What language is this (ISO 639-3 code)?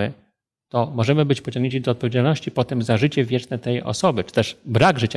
pol